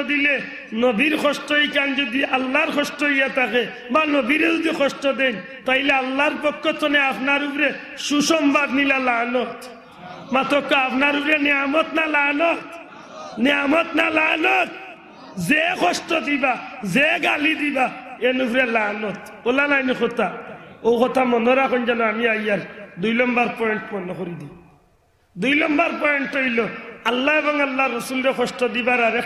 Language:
Sylheti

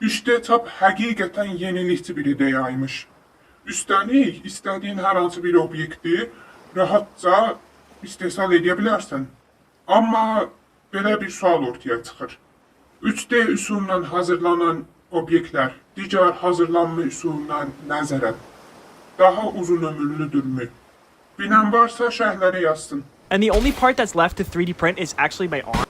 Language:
Azerbaijani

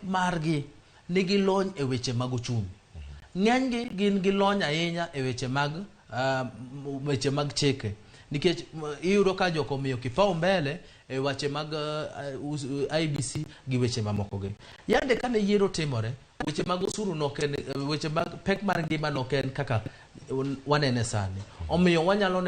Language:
Luo (Kenya and Tanzania)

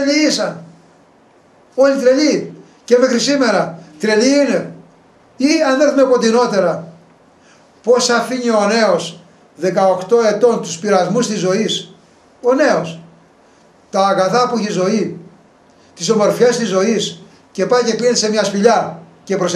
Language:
Greek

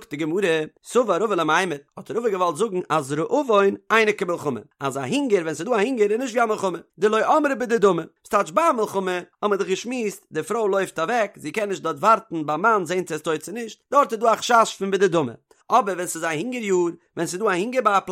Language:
Yiddish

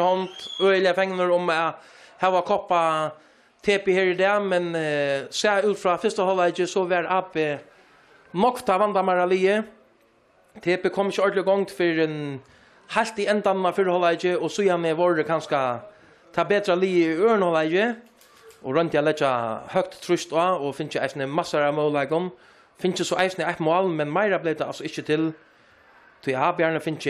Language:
Faroese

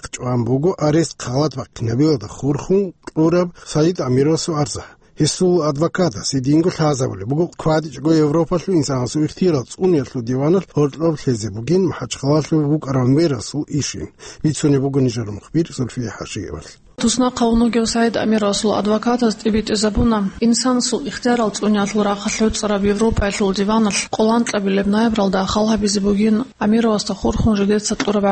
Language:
Avaric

